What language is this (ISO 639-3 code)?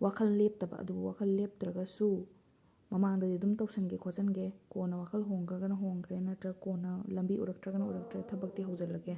mni